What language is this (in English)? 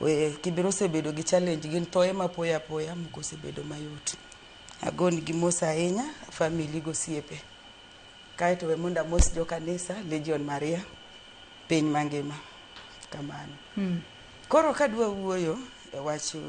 Luo (Kenya and Tanzania)